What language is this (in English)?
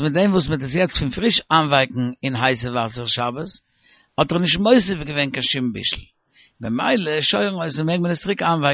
Yiddish